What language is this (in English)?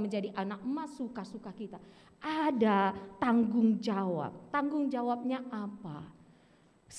Batak Karo